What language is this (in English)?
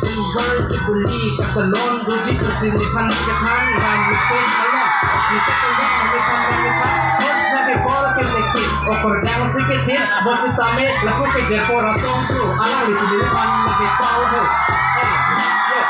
Karbi